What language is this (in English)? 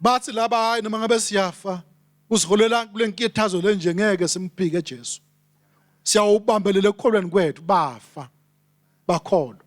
Swati